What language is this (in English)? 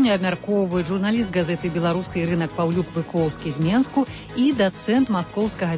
Belarusian